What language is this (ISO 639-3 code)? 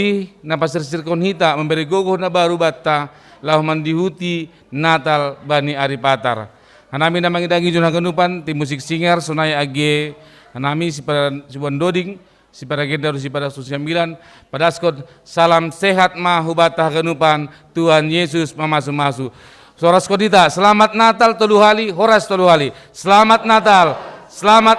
bts